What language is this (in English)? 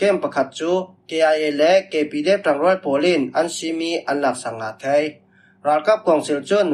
Falam Chin